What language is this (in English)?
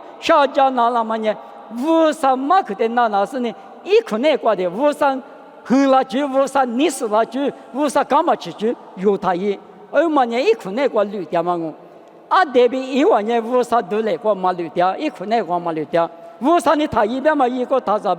Lisu